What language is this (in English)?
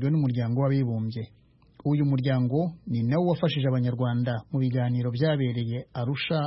Kinyarwanda